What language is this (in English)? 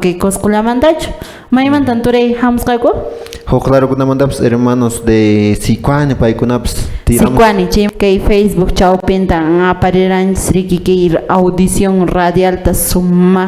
Quechua